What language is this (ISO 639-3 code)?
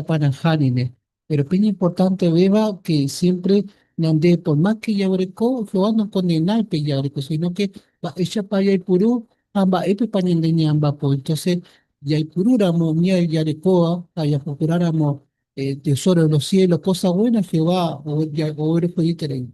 grn